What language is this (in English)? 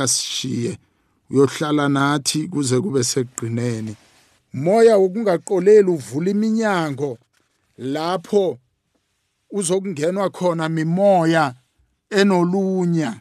South Ndebele